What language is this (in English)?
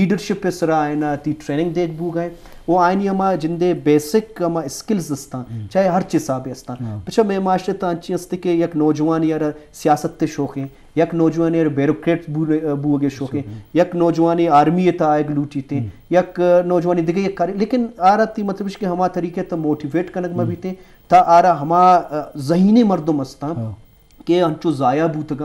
Eastern Balochi